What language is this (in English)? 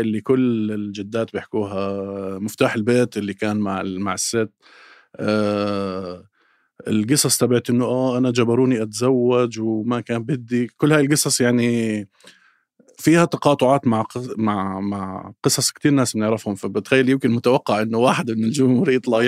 North Levantine Arabic